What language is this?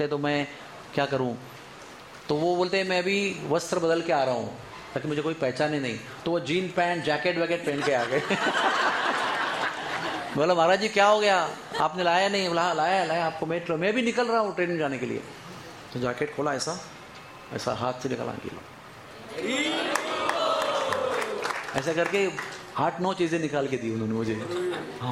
Hindi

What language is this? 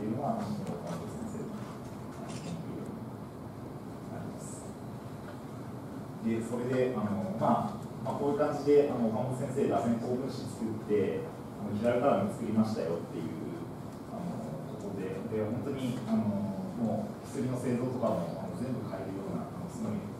Japanese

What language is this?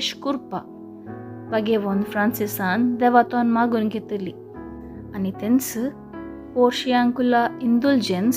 Konkani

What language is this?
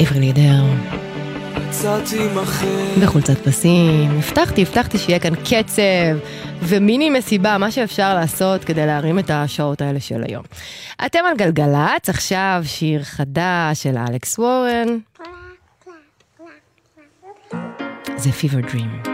Hebrew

